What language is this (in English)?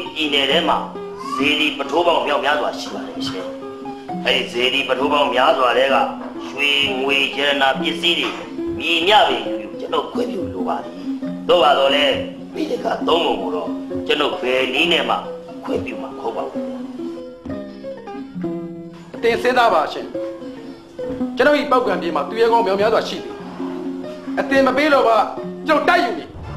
Burmese